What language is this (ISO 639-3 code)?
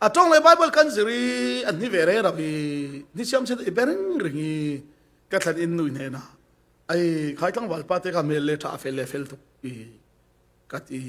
cfm